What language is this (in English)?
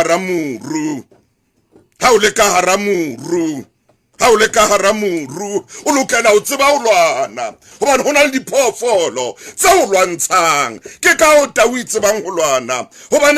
Southern Sotho